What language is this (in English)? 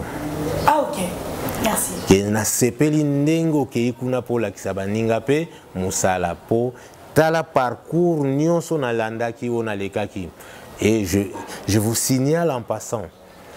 Lingala